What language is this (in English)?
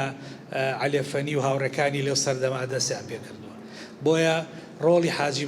Central Kurdish